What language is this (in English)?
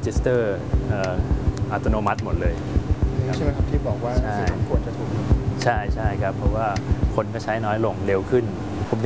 Thai